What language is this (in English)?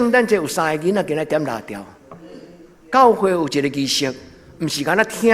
Min Nan Chinese